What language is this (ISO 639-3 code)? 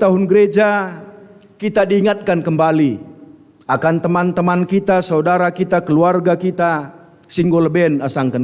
btx